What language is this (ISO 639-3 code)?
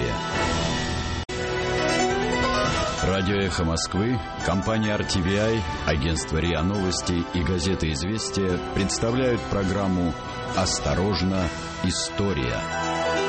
rus